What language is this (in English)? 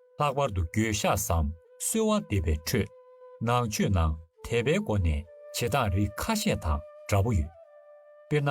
Tibetan